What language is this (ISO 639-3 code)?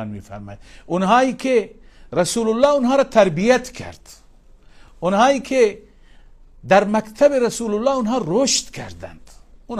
fas